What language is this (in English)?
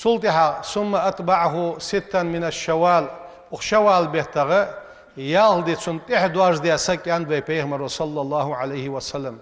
Ingush